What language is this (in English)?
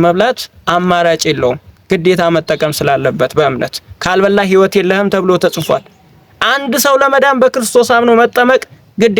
Amharic